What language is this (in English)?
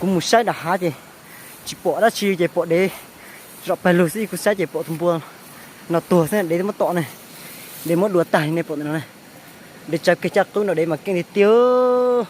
Hmong